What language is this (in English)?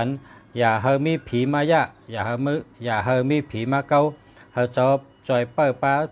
Shan